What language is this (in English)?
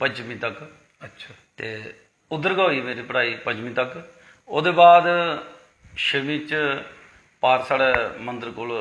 Dogri